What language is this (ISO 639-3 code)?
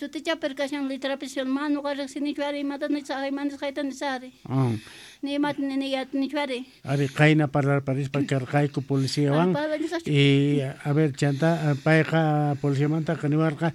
que